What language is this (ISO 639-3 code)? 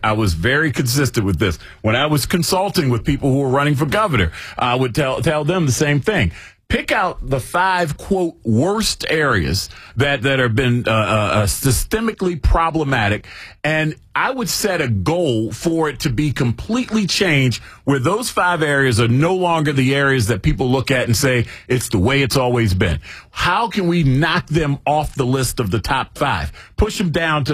eng